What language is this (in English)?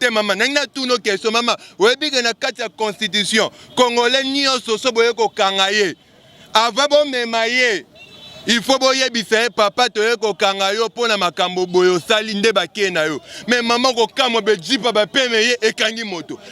Lingala